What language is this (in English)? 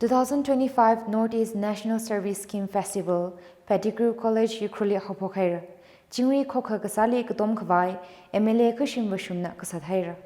Tangkhul Naga (India)